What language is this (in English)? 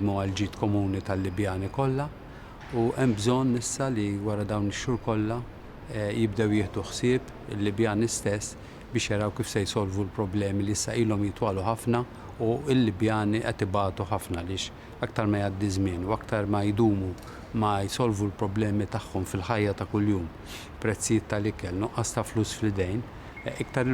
Maltese